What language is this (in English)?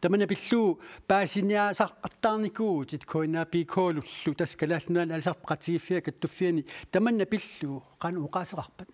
Kalaallisut